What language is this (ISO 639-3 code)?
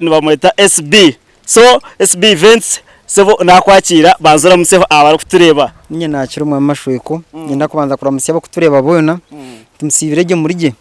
nyn